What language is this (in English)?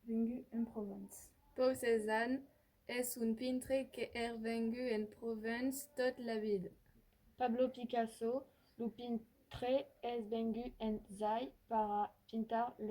Occitan